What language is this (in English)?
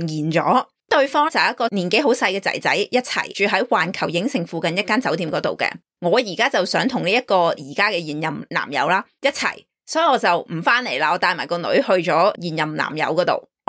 Cantonese